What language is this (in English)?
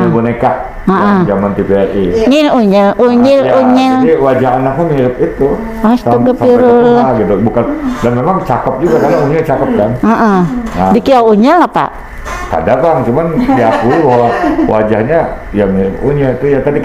Banjar